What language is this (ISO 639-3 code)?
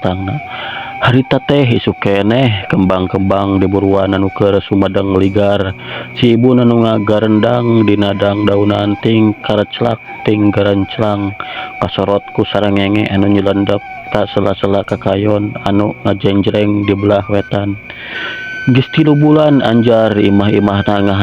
sun